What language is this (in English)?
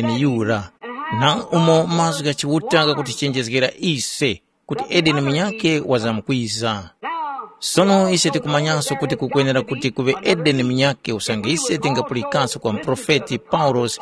Tumbuka